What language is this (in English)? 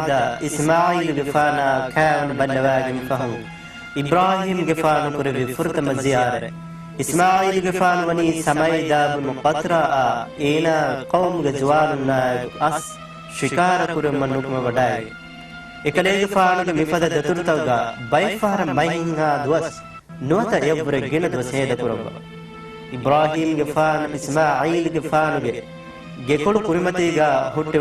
Divehi